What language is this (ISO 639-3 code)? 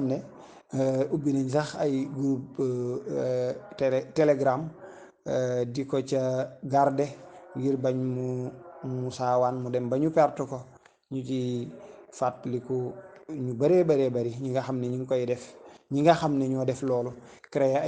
wol